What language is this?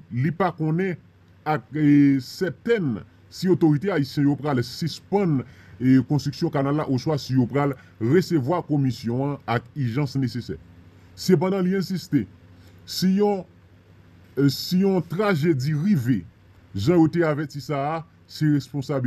Haitian Creole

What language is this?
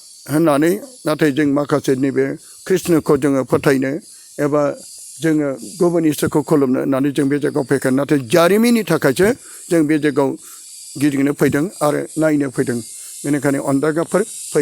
Bodo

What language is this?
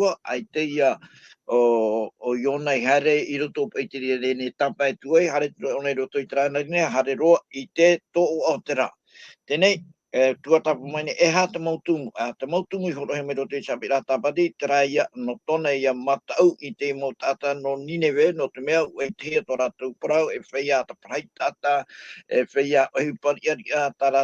Tahitian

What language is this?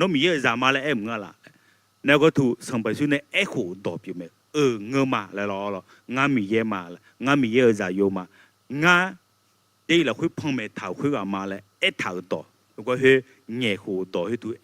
Akha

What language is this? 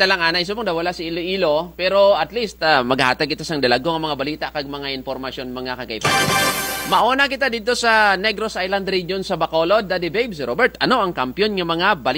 Kinaray-a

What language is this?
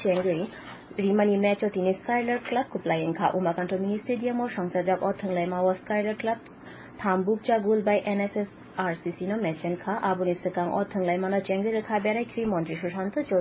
Kok Borok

